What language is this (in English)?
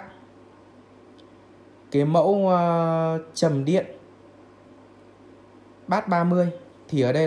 Vietnamese